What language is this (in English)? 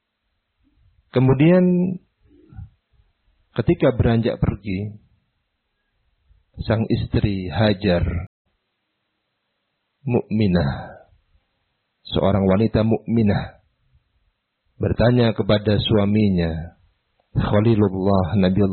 Indonesian